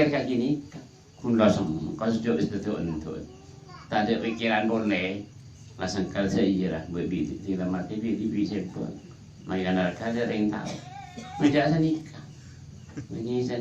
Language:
Madurese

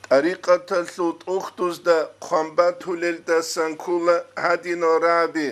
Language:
Avaric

